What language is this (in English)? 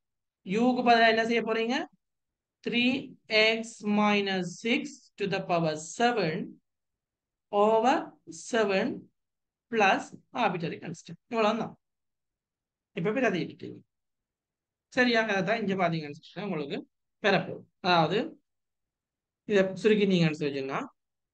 Tamil